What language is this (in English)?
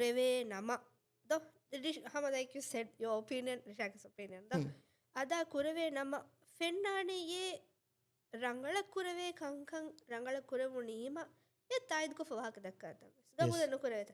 Divehi